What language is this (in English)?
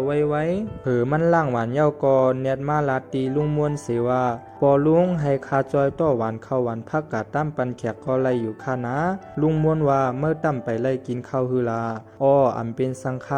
Shan